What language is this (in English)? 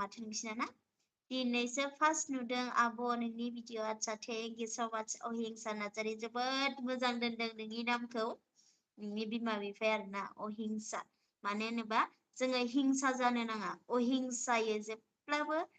Bodo